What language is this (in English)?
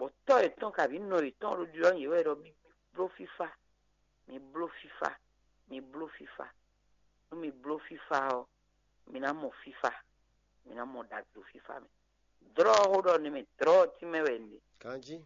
Fon